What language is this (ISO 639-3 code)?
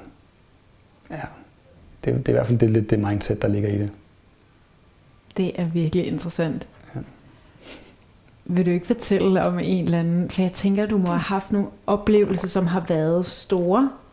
dan